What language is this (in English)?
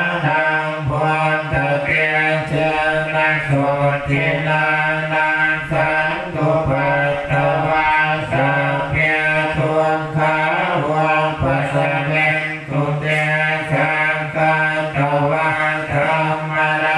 Pali